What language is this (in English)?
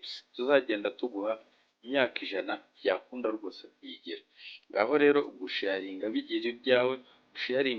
Kinyarwanda